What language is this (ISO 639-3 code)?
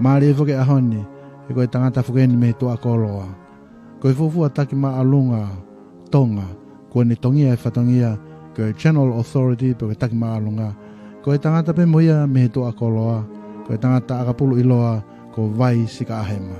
ton